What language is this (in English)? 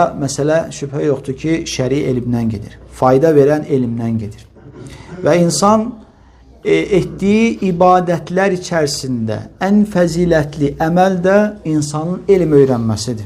Azerbaijani